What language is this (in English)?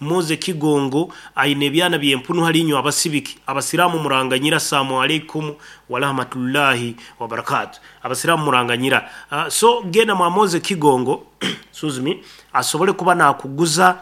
Nyankole